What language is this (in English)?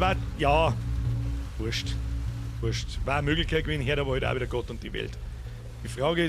Bavarian